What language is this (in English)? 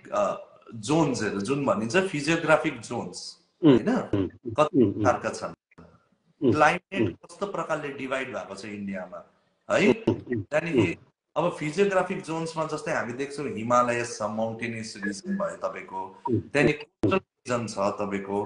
Nepali